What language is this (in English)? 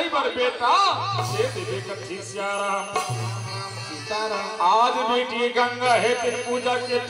Chhattisgarhi